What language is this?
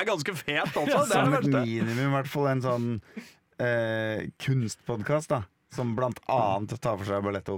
Norwegian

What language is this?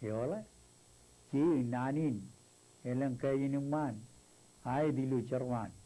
Marshallese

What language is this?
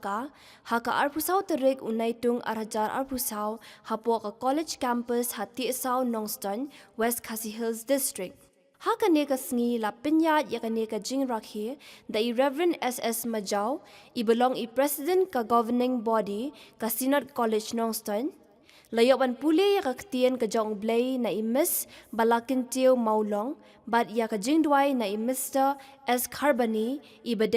Khasi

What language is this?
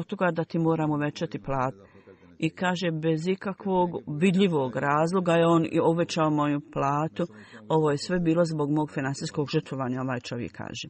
Bosnian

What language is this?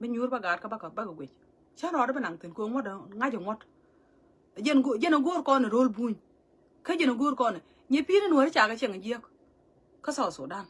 Nuer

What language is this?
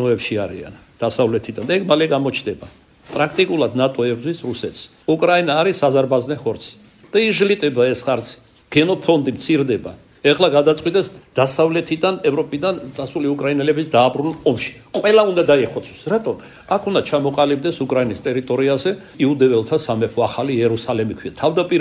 Georgian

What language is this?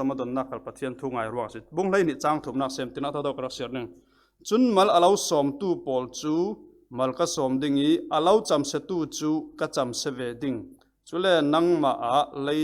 Falam Chin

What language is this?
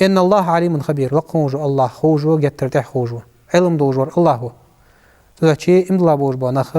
Ingush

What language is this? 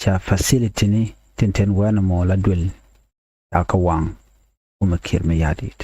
Nuer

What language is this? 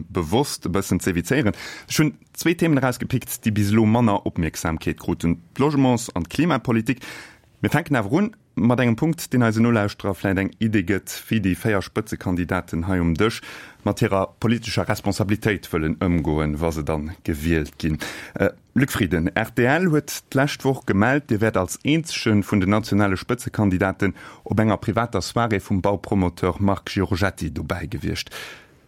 Luxembourgish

